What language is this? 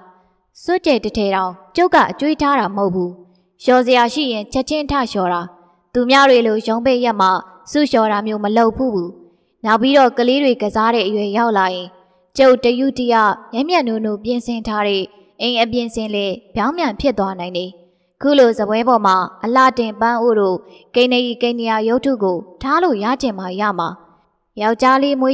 Burmese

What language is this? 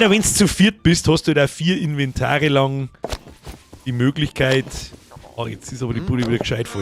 Bavarian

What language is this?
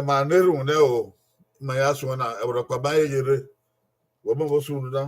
Bini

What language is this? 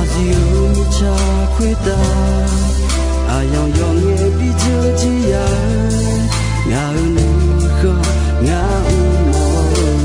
Akha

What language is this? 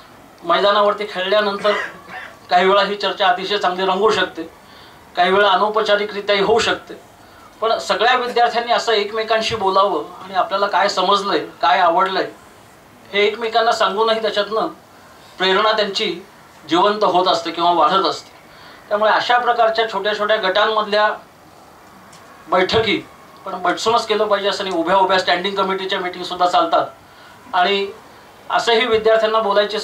Marathi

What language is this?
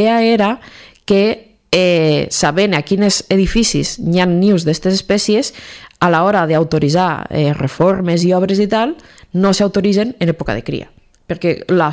Catalan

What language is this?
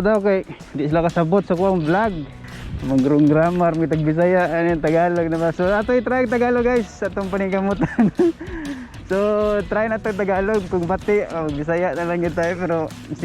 Cebuano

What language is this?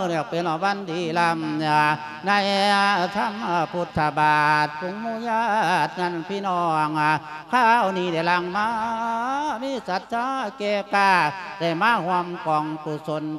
Lao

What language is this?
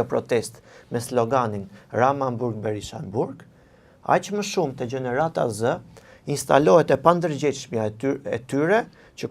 Albanian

